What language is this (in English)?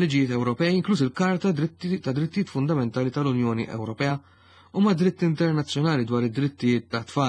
Maltese